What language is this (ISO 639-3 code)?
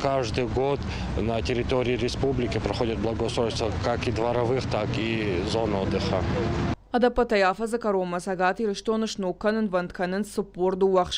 oss